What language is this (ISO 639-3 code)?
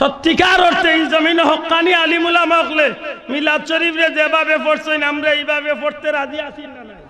syl